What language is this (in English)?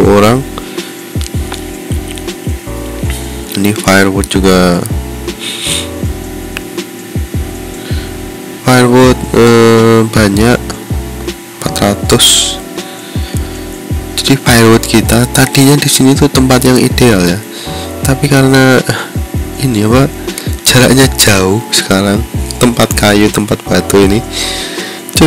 Indonesian